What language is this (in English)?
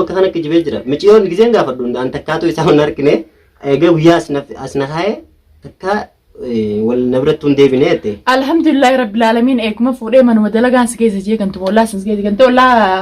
Oromo